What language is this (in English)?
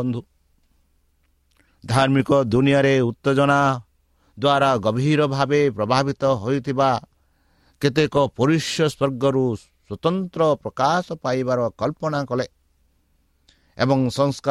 Odia